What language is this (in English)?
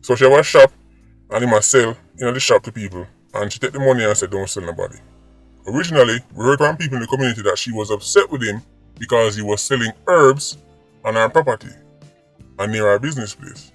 Jamaican Creole English